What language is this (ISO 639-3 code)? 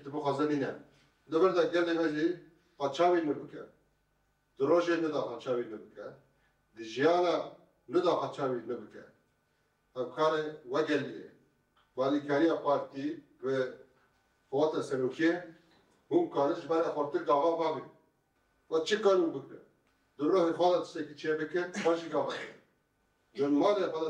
kur